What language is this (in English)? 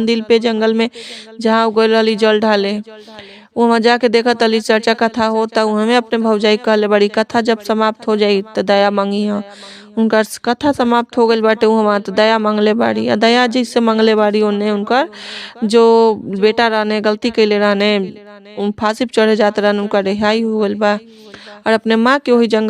Bhojpuri